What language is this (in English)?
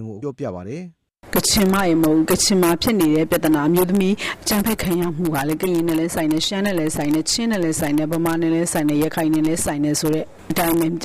Burmese